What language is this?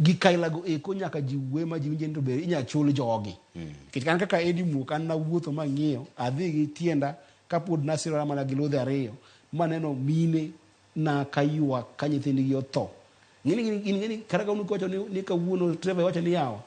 Luo (Kenya and Tanzania)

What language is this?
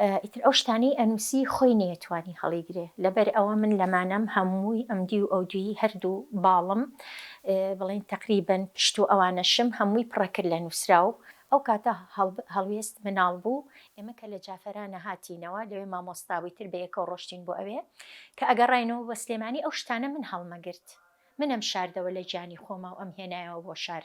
Central Kurdish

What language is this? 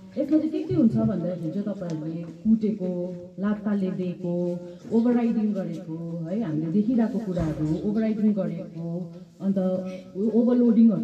Nepali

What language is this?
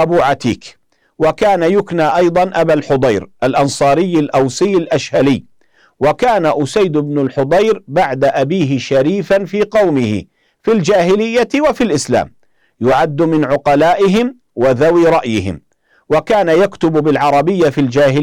Arabic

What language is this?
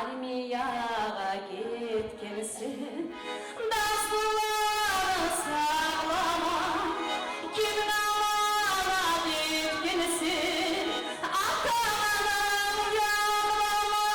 Kumyk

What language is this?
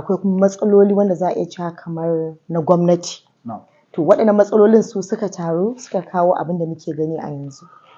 Hausa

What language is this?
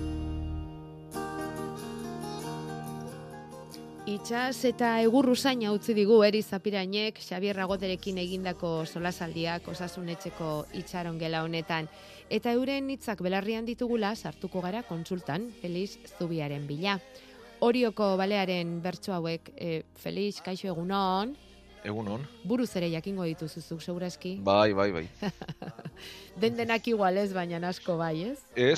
Basque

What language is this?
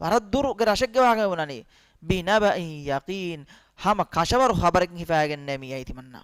Divehi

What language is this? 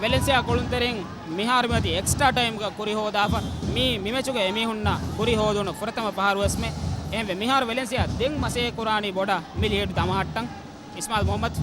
Divehi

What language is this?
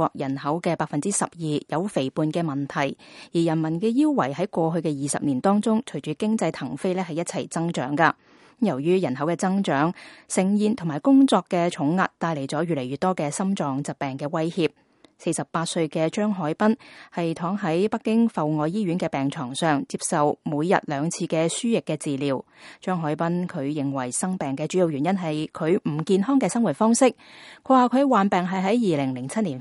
Cantonese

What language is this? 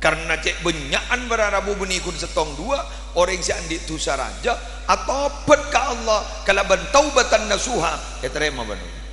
Madurese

